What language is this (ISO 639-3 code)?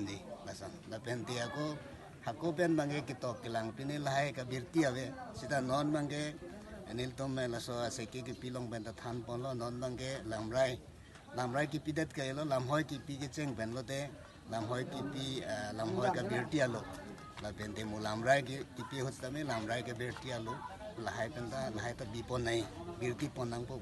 mjw